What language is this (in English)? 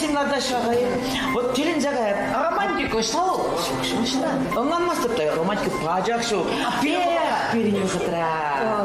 Chuvash